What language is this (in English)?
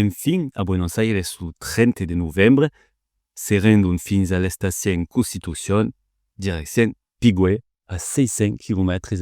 Occitan